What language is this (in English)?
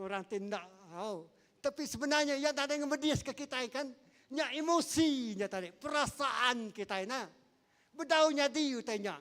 Iban